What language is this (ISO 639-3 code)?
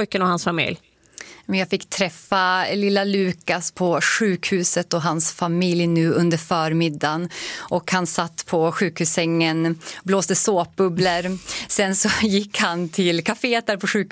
swe